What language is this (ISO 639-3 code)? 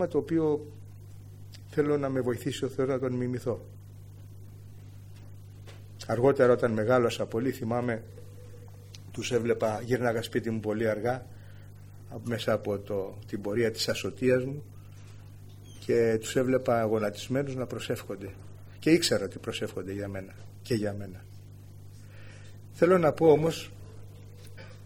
ell